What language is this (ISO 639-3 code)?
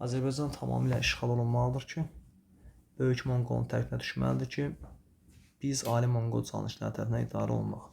aze